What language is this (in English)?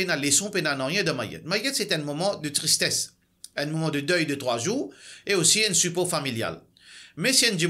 Morisyen